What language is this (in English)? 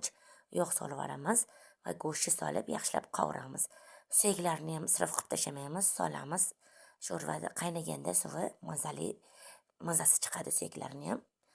Uzbek